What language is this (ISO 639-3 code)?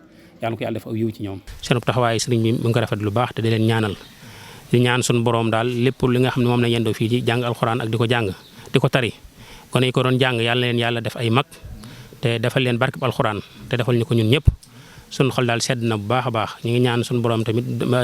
wol